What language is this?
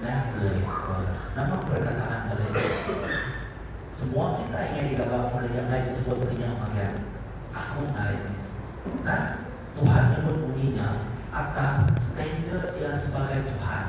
Iban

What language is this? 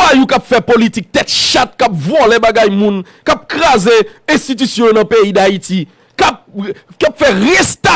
Haitian Creole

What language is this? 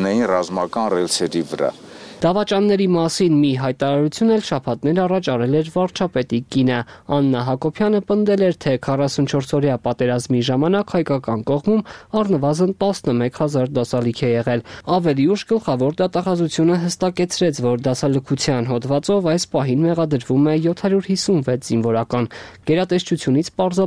Armenian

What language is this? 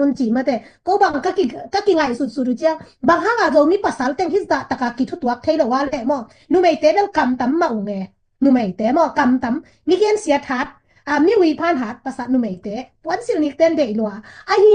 Tedim Chin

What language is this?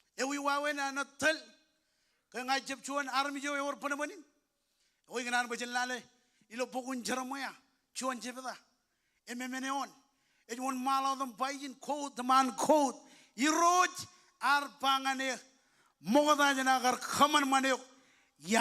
Marshallese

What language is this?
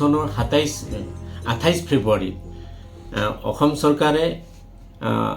Assamese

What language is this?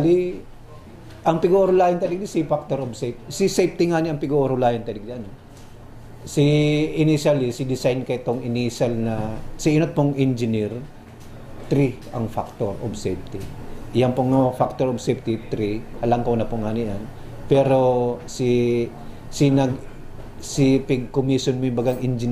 Bikol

